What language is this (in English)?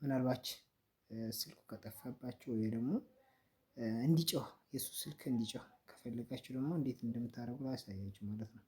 Amharic